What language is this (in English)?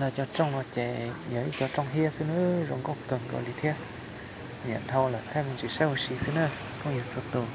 Hmong